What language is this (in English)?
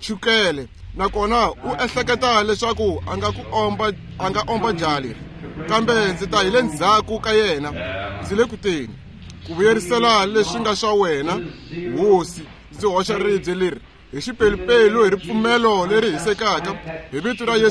Tsonga